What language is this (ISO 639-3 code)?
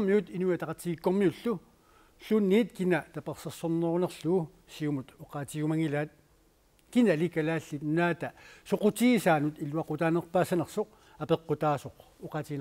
kal